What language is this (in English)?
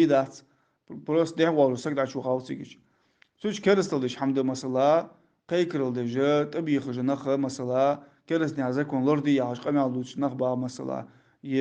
Ingush